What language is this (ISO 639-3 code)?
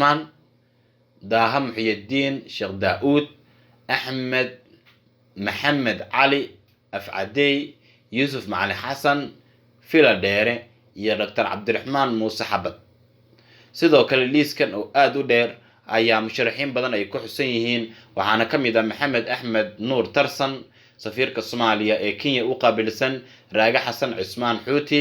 som